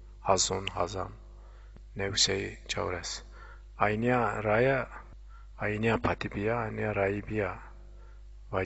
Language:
Zaza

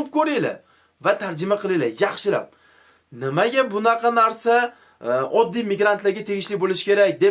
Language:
Uzbek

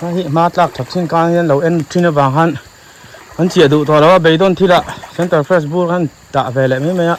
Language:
Mizo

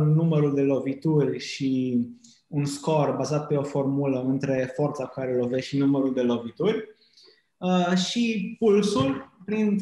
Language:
Romanian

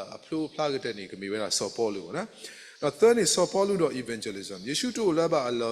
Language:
S'gaw Karen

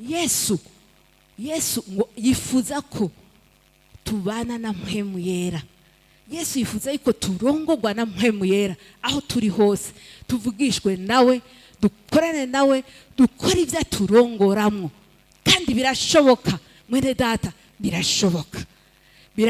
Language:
Rundi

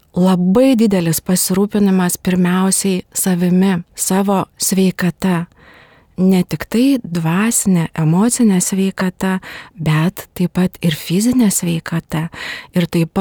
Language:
Lithuanian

